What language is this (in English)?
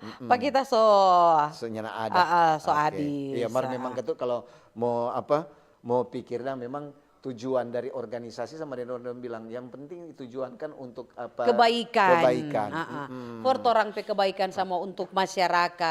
Manado Malay